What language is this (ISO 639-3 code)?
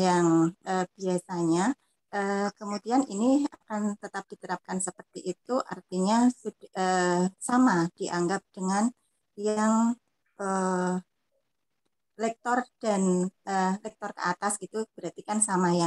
ind